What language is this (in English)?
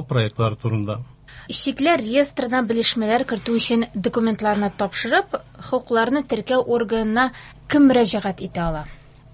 Tatar